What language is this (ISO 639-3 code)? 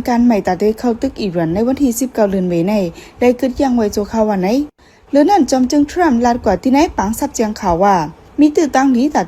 shn